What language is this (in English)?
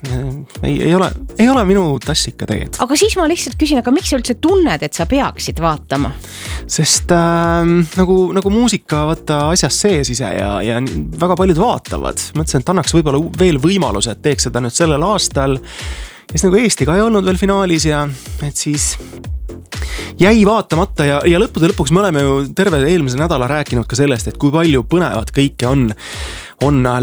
Estonian